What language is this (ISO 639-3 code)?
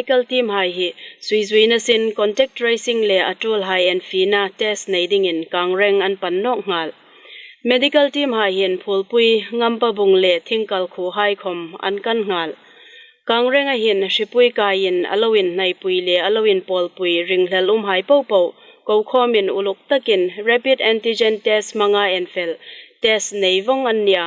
hmr